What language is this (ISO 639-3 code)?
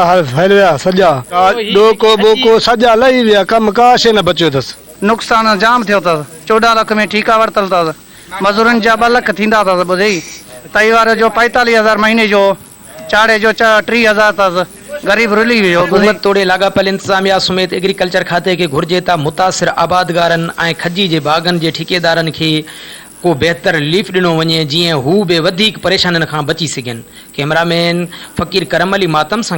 snd